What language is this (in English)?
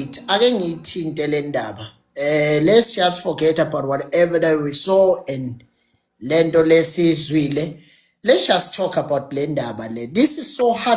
Zulu